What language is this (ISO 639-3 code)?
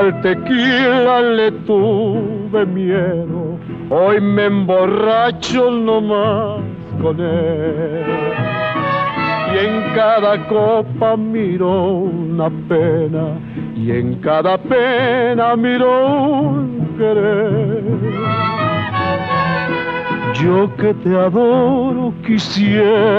spa